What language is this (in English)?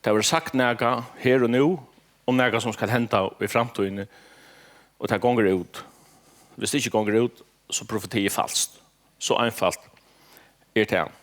Faroese